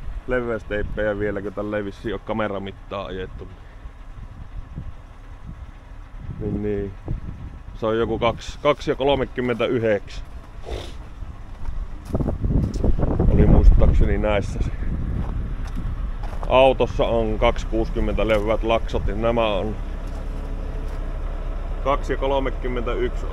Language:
Finnish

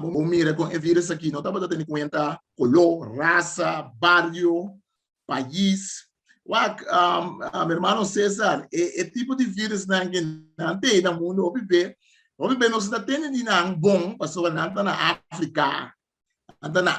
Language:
Papiamento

